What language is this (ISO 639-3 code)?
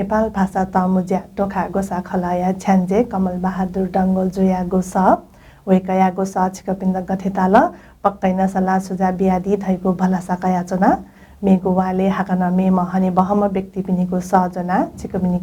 new